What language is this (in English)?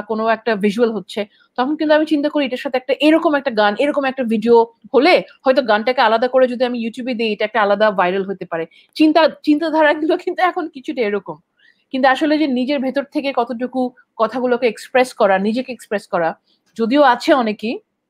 Bangla